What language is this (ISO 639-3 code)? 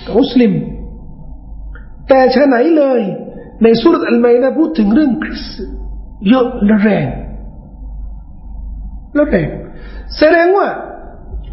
tha